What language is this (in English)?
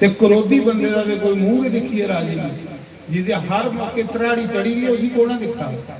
Dogri